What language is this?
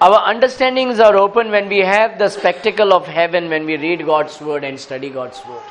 Konkani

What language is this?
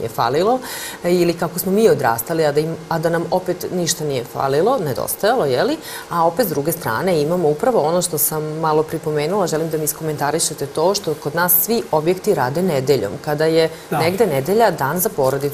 Serbian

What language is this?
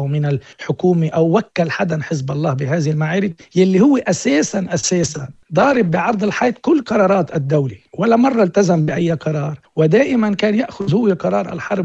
North Levantine Arabic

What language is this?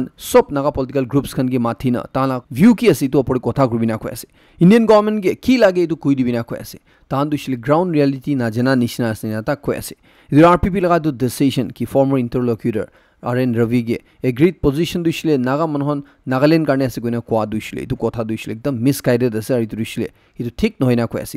Naga Pidgin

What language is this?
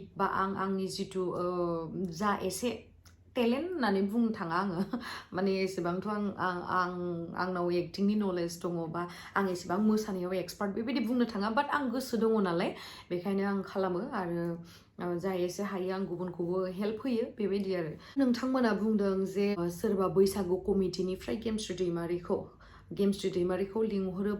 Bodo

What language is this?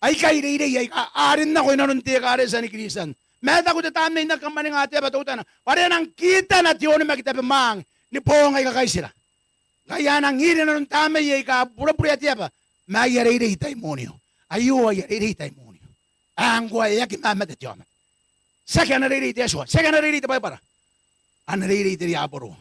Gilbertese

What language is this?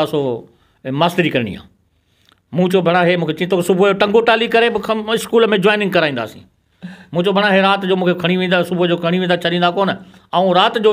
Sindhi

